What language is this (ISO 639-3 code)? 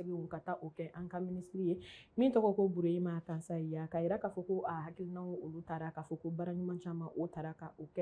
bam